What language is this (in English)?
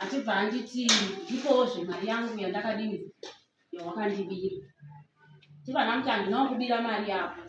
Shona